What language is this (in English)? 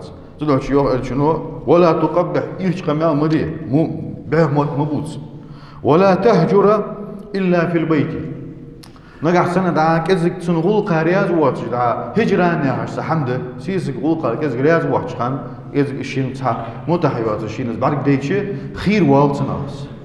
Ingush